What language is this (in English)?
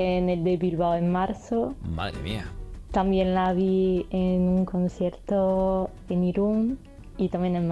Spanish